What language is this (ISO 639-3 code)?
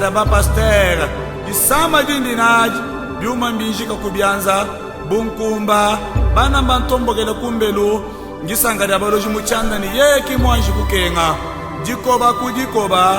lua